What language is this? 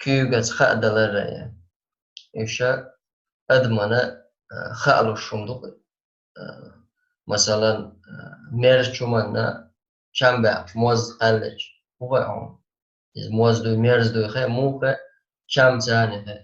Chechen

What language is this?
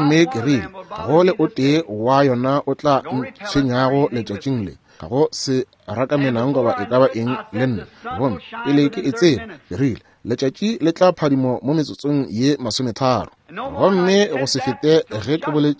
Northern Sotho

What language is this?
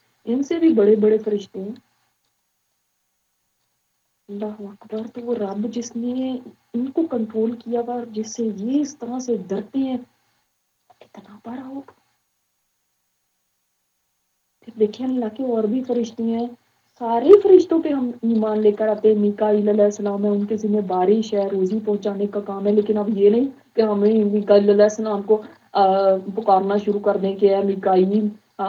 Urdu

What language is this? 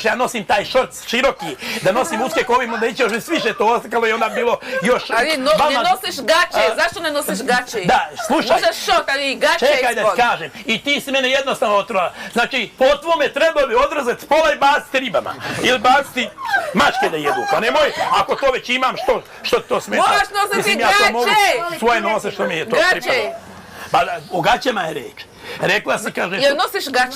Bosnian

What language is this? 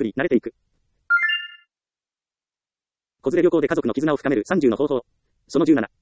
Japanese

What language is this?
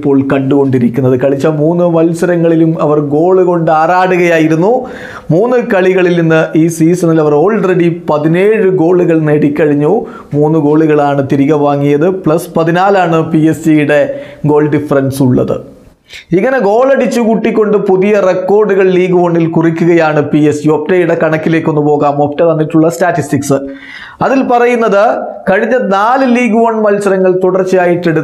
Malayalam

